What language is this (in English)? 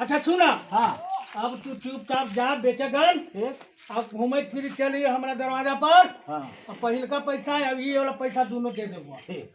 Magahi